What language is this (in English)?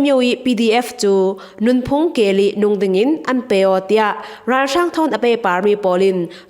Falam Chin